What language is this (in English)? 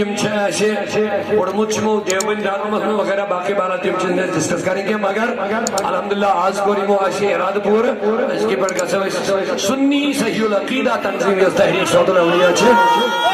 Kashmiri